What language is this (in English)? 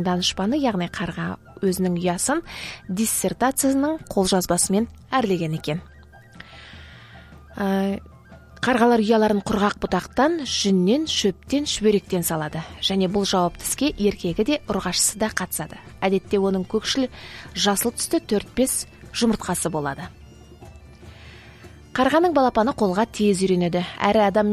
Kazakh